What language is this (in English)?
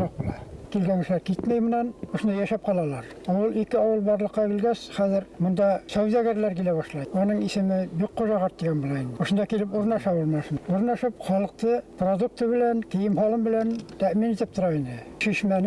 Bashkir